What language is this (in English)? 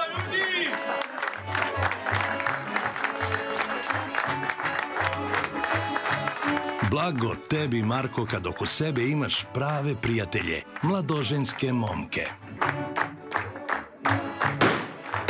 Serbian